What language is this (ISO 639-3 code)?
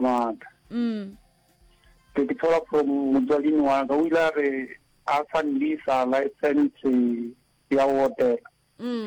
nso